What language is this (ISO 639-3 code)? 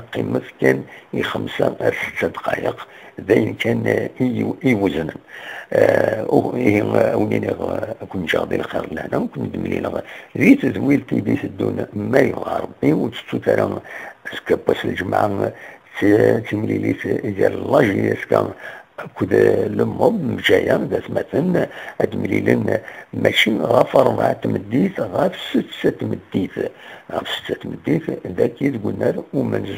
kab